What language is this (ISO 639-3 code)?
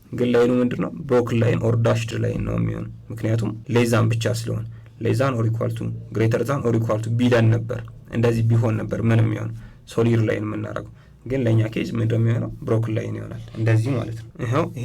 amh